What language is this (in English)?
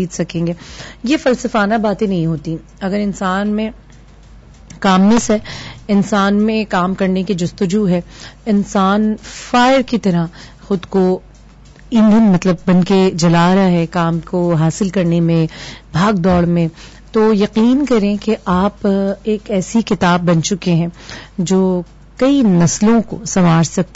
Urdu